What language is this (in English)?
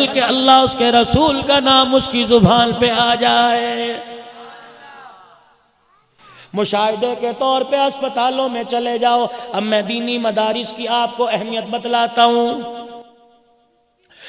Urdu